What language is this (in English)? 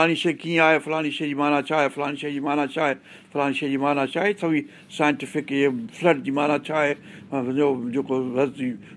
Sindhi